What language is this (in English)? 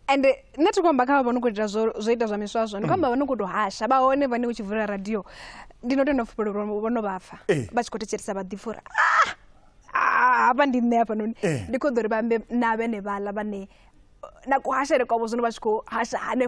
Venda